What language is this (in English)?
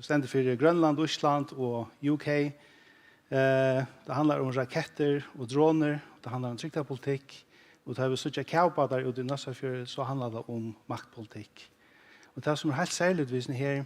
Faroese